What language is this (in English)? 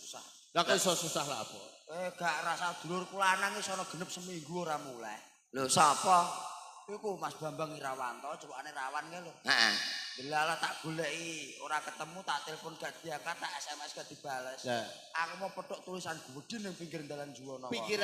Javanese